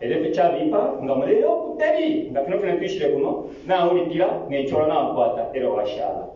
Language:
Bemba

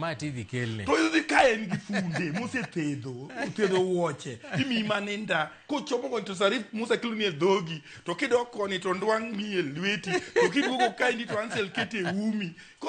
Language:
Luo (Kenya and Tanzania)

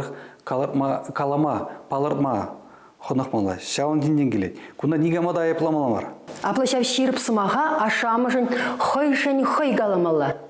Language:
Chuvash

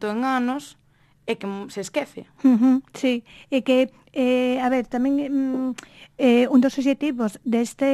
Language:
Galician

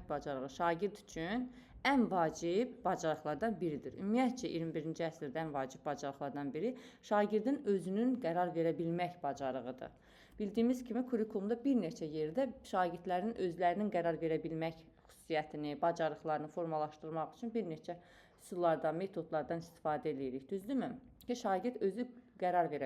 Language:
Azerbaijani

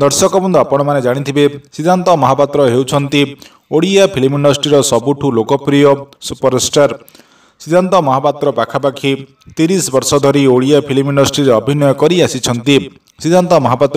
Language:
Odia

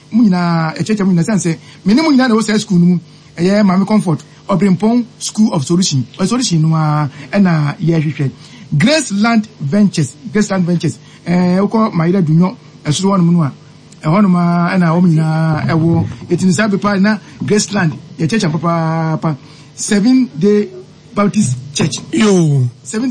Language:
Akan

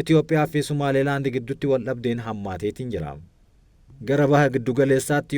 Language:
Oromo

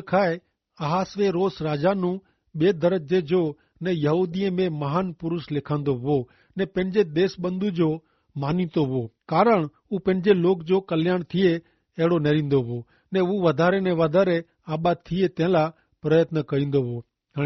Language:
Kachhi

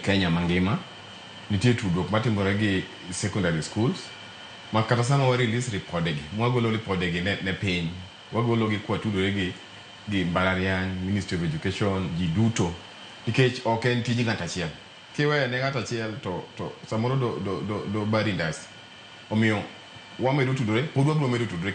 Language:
Luo (Kenya and Tanzania)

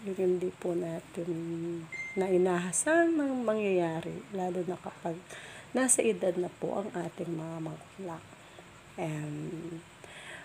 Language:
Filipino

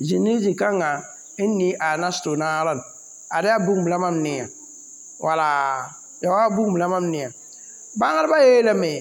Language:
Mossi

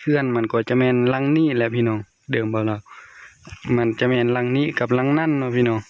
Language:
Lao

